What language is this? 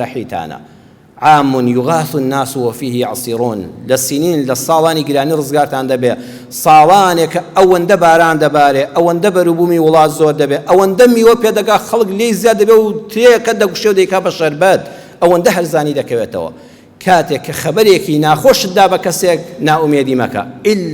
Central Kurdish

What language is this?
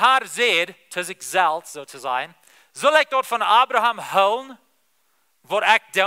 Plautdietsch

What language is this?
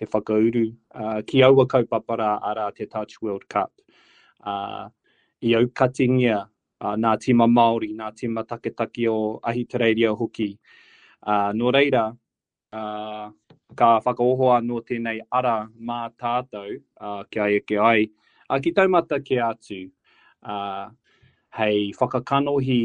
Māori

